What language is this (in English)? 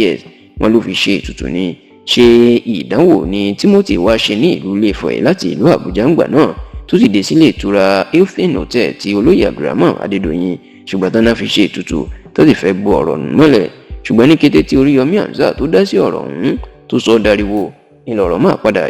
Yoruba